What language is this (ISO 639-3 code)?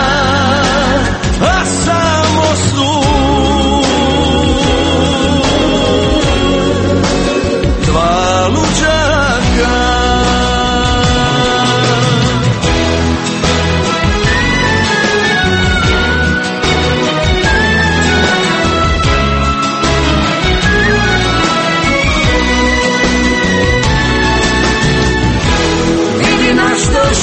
hrv